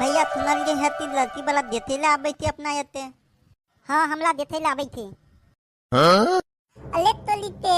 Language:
Maithili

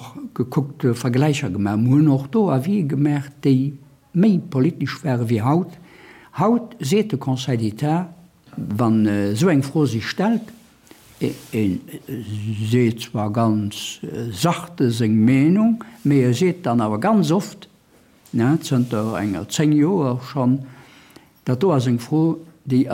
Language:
Luxembourgish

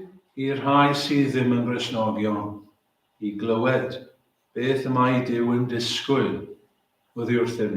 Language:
Welsh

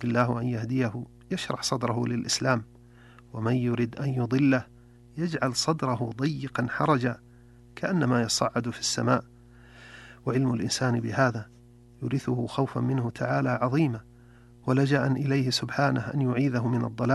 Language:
Arabic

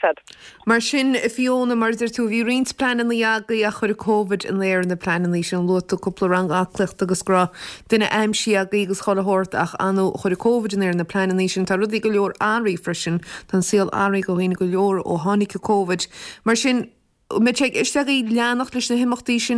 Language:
Irish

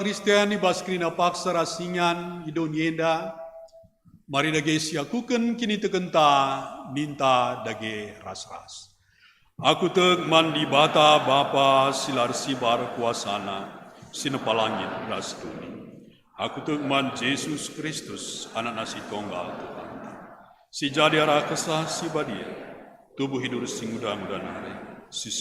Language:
Batak Karo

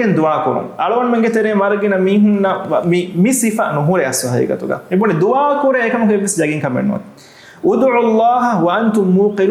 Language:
Divehi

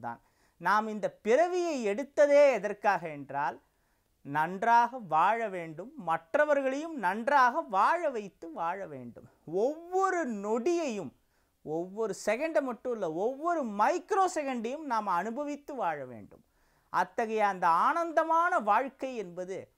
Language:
Tamil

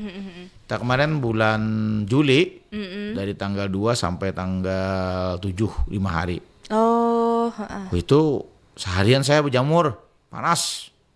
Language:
Banjar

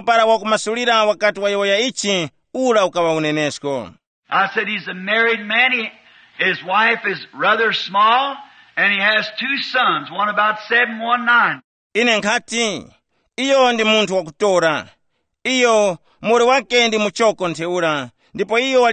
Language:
Tumbuka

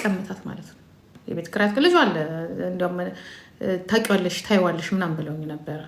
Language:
Amharic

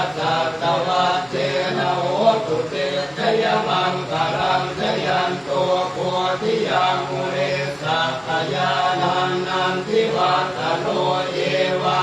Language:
Pali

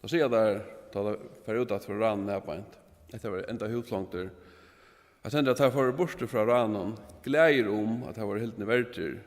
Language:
Faroese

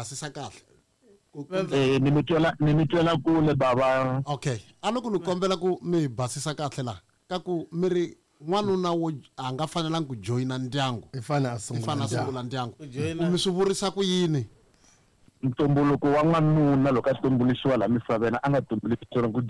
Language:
Tsonga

